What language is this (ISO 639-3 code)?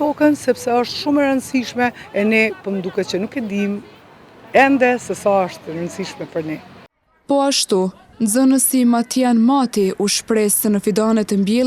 sqi